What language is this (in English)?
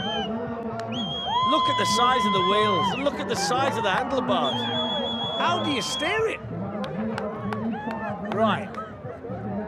English